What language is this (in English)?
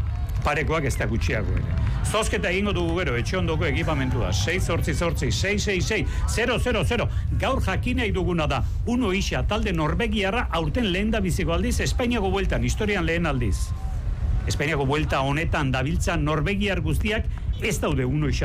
Basque